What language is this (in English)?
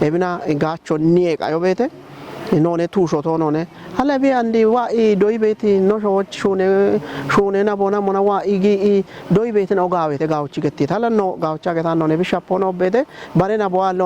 Kafa